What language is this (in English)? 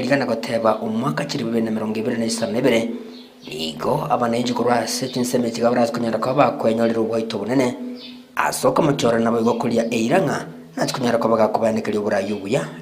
Gusii